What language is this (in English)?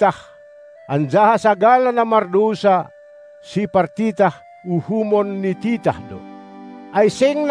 Batak Simalungun